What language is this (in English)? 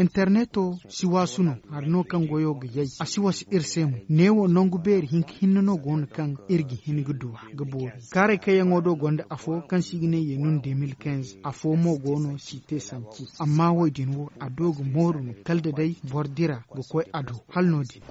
Zarma